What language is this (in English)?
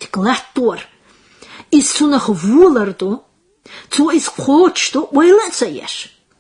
Chechen